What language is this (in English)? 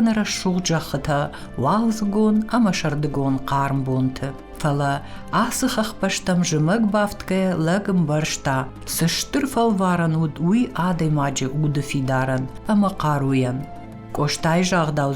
Ossetic